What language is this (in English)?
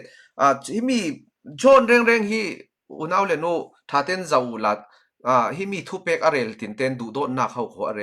Falam Chin